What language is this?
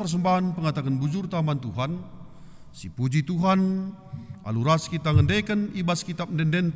Batak Karo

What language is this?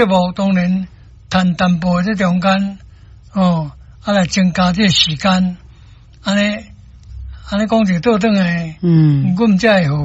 Min Nan Chinese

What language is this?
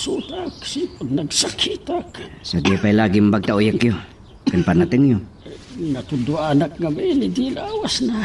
Iloko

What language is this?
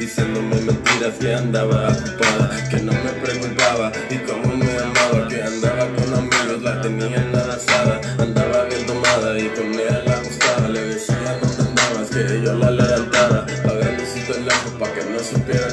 Spanish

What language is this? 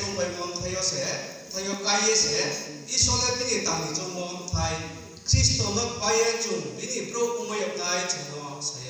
Riang (India)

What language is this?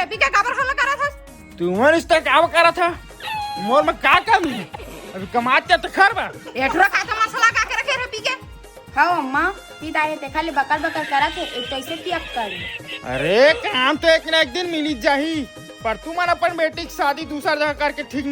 Chhattisgarhi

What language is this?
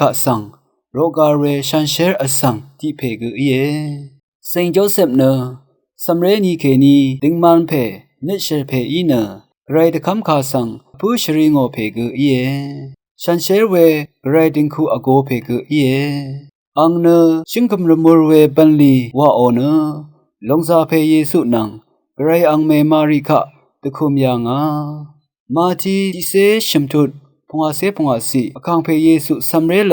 Rawang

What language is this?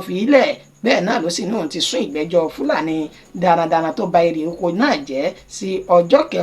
Yoruba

